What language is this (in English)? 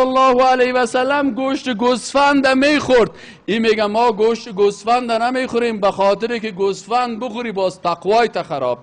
Persian